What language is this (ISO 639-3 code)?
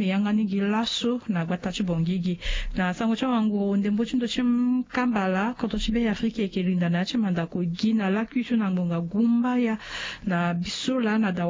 sag